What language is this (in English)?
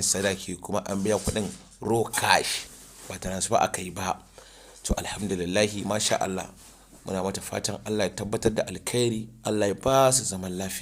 Hausa